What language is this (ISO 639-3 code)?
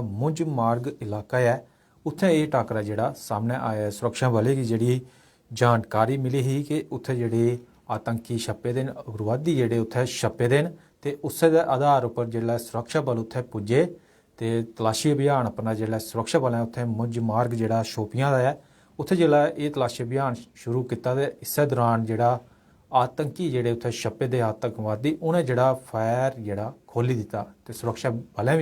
doi